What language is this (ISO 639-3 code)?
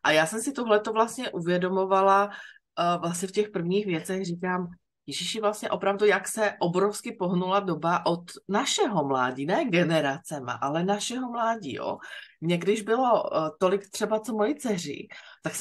ces